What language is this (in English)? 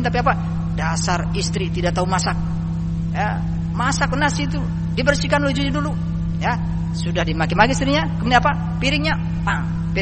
Indonesian